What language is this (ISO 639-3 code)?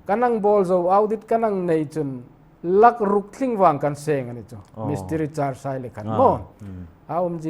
hmr